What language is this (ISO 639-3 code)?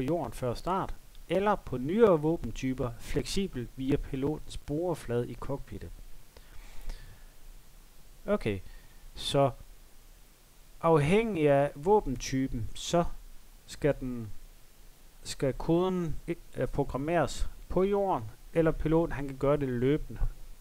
dan